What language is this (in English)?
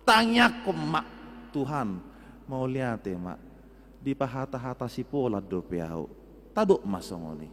Batak Toba